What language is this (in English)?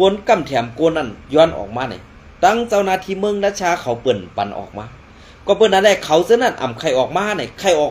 Shan